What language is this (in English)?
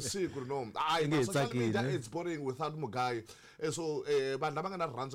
Tsonga